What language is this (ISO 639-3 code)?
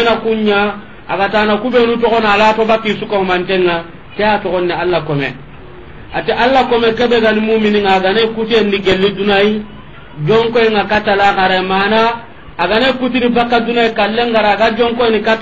snk